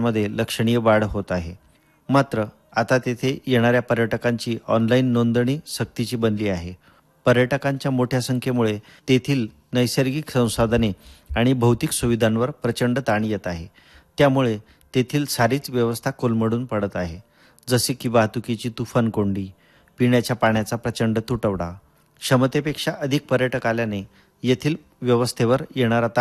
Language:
Marathi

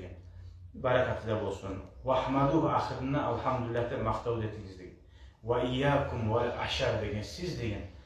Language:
Kumyk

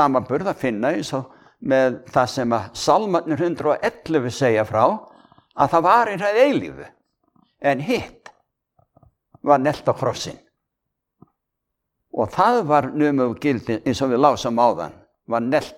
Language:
Icelandic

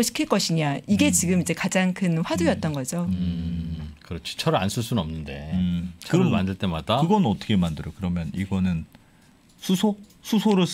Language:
Korean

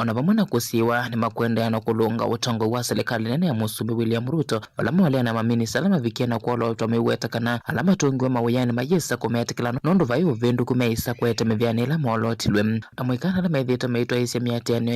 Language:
Kamba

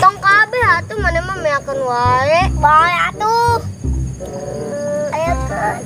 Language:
Sundanese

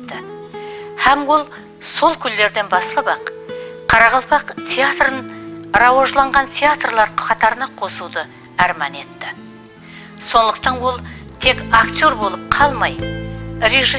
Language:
Kara-Kalpak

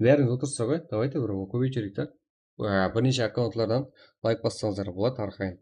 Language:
Kara-Kalpak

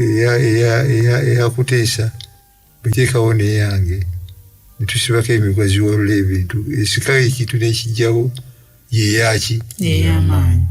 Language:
Ganda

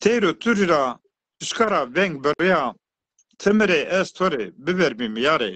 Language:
Zaza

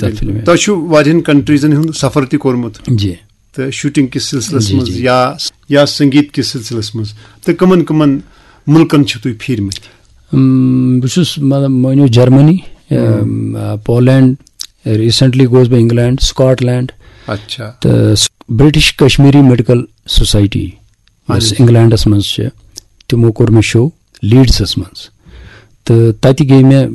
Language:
Kashmiri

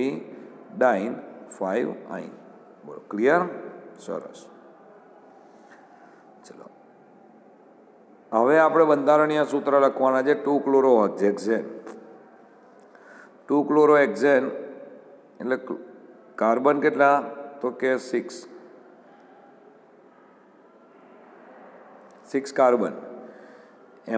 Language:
Gujarati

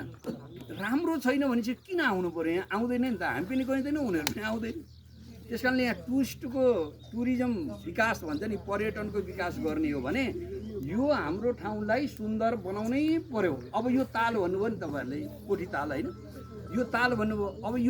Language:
Nepali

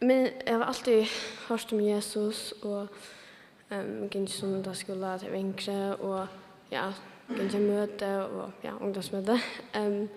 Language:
Faroese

